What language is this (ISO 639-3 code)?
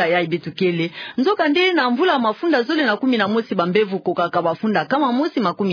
ktu